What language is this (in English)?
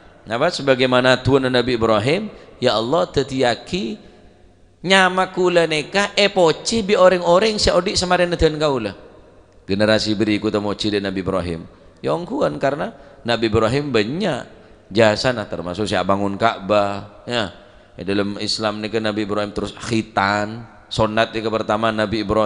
Madurese